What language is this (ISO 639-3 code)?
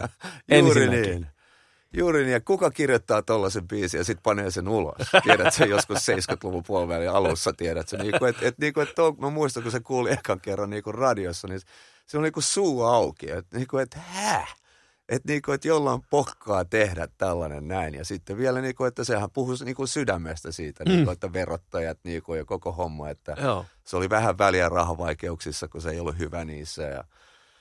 fin